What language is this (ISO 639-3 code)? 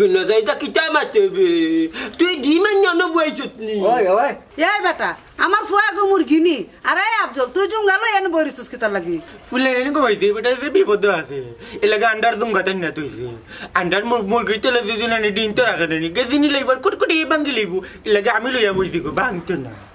syl